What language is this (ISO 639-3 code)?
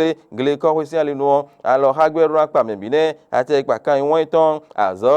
fon